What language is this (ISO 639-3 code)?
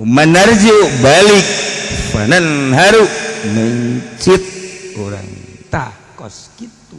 sun